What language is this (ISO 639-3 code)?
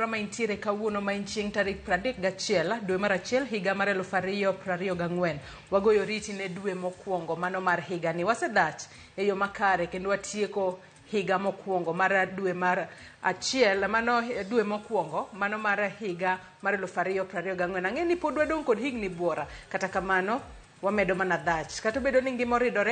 luo